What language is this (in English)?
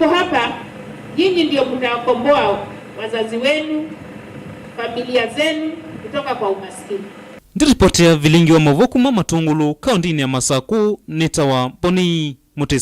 Kamba